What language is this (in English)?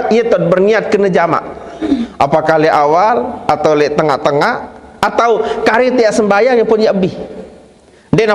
Sasak